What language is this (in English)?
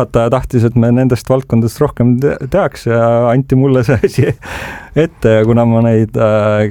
Estonian